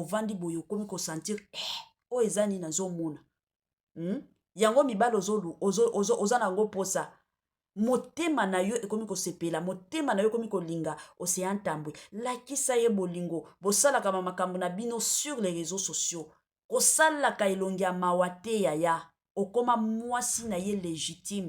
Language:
Lingala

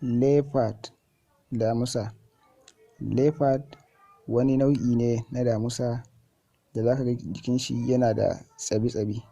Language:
Hausa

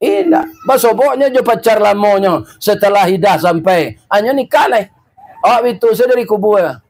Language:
Minangkabau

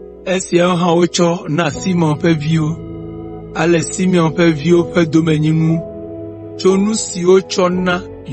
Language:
Ewe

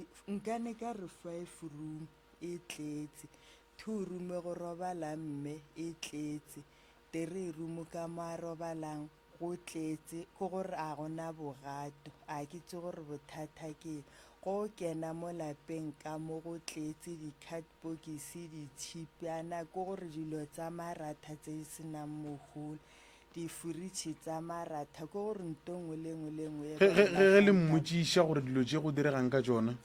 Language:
Northern Sotho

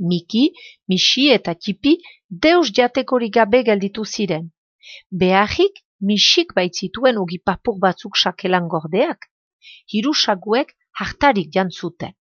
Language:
Basque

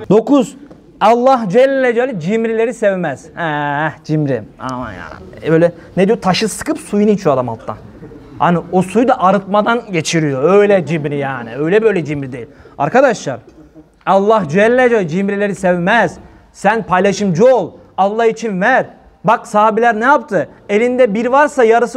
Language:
Turkish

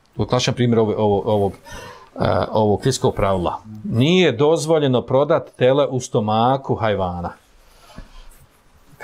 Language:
Bosnian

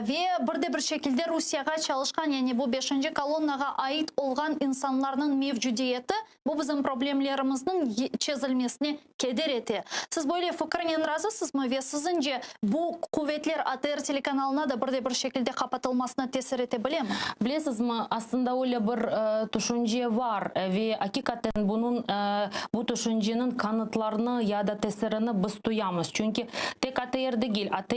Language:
Crimean Tatar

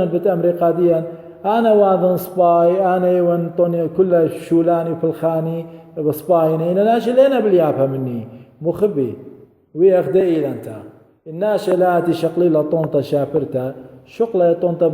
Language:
Assyrian Neo-Aramaic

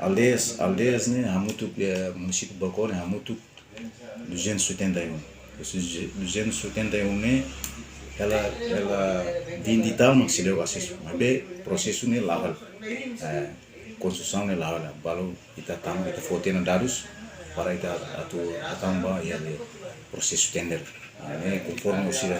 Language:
Tetum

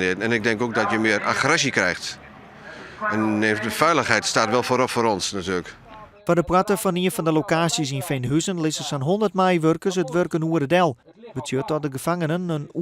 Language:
Western Frisian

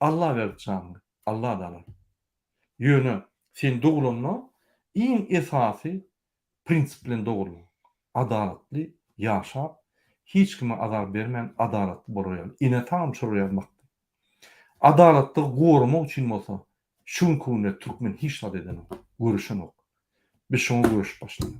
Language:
Turkmen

